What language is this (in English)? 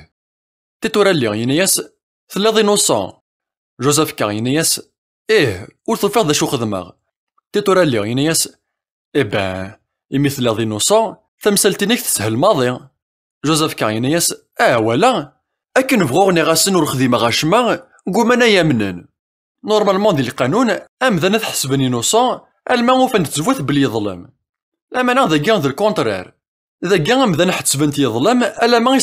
Kabyle